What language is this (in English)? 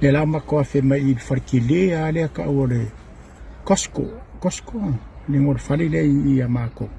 Samoan